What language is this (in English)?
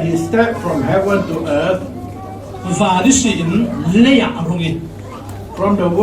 Falam Chin